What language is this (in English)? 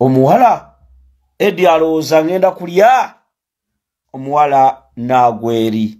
Ganda